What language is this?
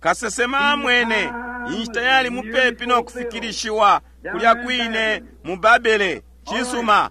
Bemba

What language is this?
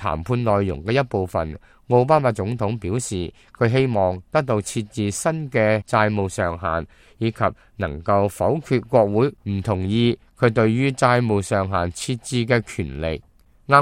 Cantonese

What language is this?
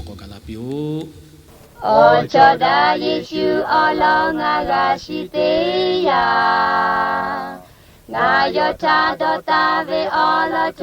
Lahu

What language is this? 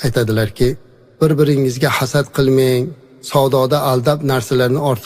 Uzbek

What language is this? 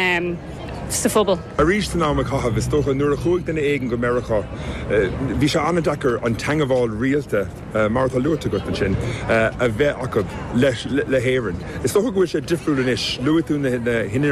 Irish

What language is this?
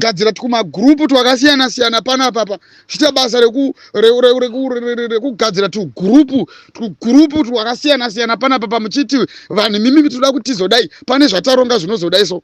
Shona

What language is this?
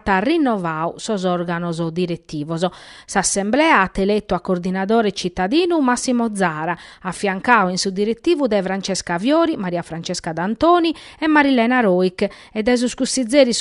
Sardinian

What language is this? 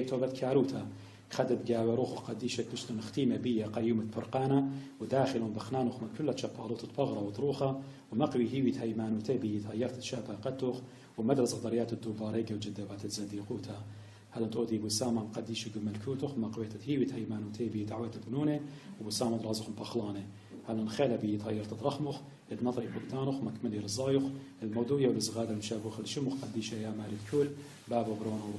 Assyrian Neo-Aramaic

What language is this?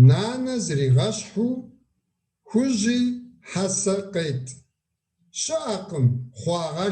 Kabardian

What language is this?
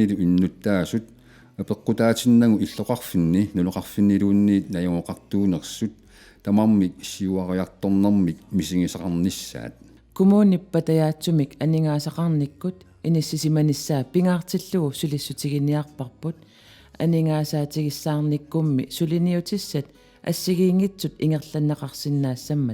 Kalaallisut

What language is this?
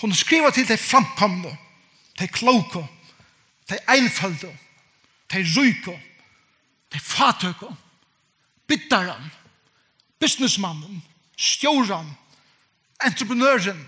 Faroese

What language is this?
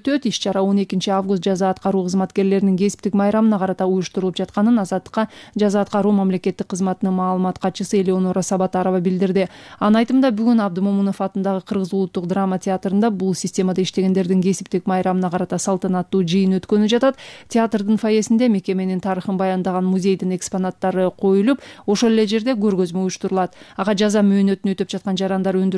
Kyrgyz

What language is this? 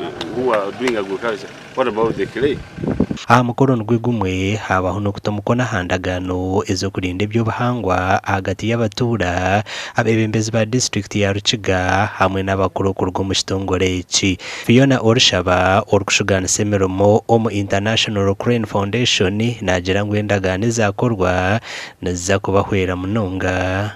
Nyankole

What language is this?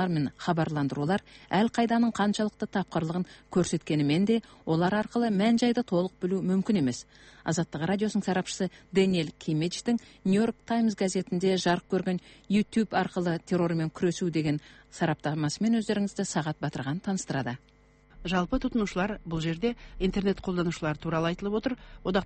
Kazakh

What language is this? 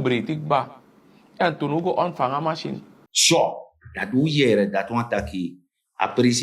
Sranan Tongo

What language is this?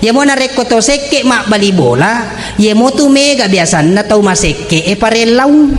Buginese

